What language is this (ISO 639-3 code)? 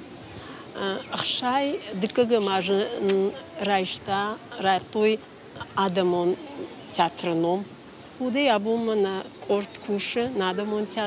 oss